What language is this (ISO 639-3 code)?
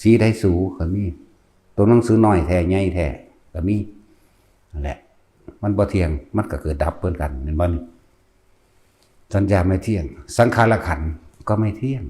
tts